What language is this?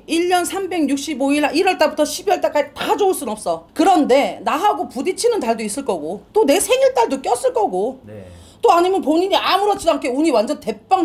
Korean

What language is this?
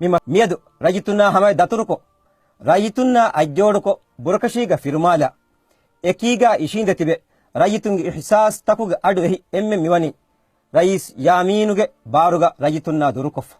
Divehi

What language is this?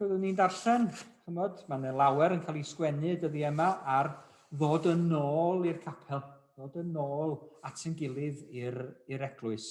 Welsh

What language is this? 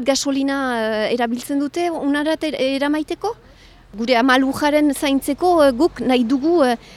Basque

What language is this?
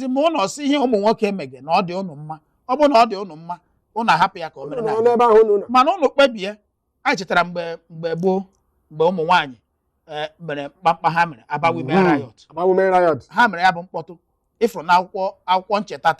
Igbo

